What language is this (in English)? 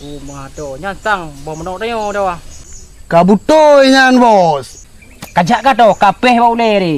Achinese